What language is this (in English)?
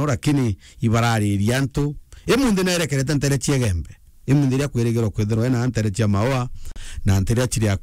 Meru